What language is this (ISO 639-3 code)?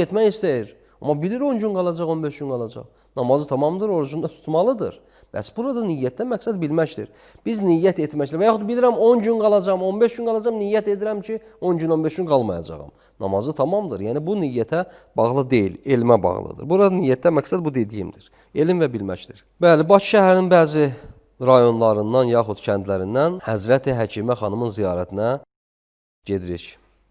aze